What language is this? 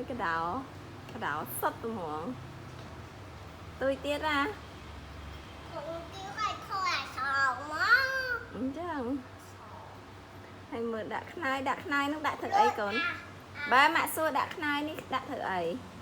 Khmer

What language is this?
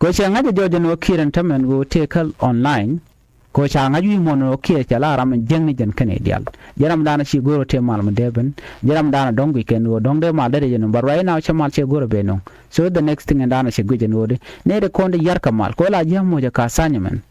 Nuer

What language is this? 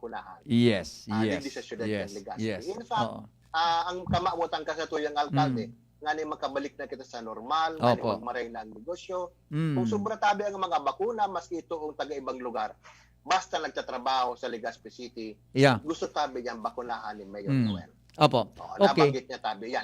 Bikol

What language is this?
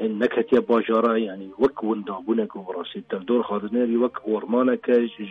Kurdish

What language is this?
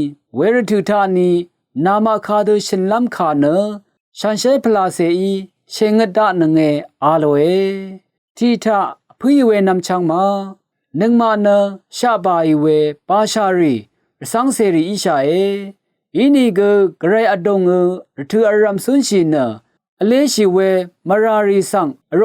Rawang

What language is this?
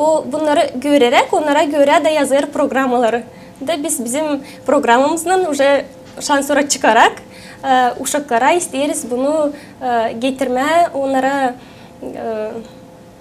Gagauz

